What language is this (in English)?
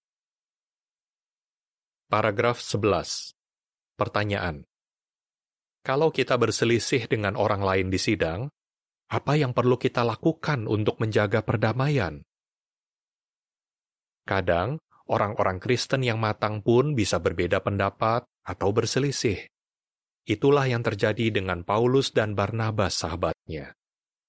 Indonesian